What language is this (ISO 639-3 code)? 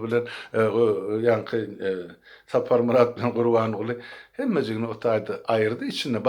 tuk